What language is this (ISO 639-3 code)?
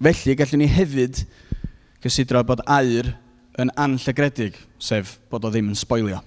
cym